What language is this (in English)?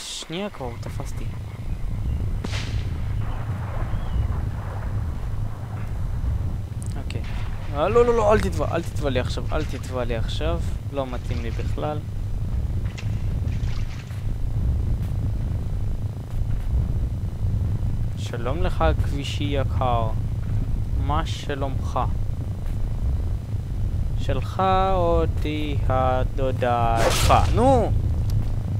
Hebrew